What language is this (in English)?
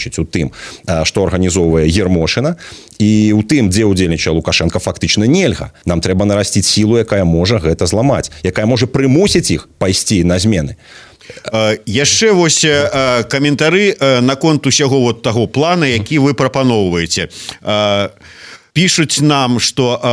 Belarusian